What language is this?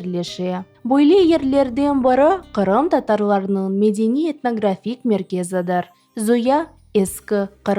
Crimean Tatar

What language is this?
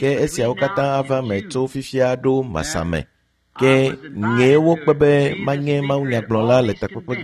Ewe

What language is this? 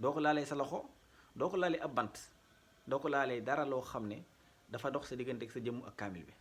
Wolof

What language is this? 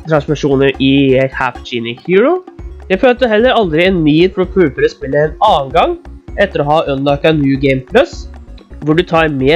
Norwegian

